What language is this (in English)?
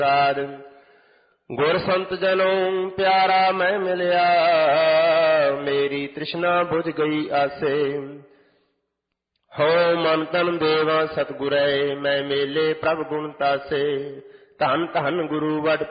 Punjabi